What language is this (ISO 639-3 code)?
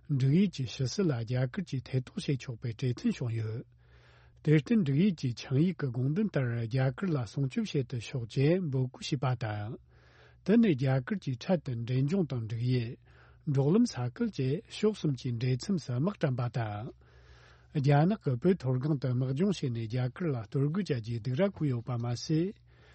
bod